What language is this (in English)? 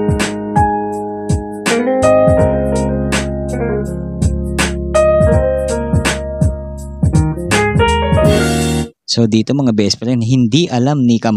Filipino